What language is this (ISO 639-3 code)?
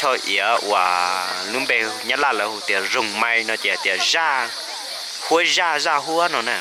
hmn